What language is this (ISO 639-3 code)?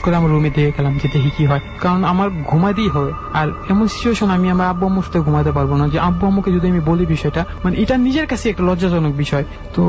ben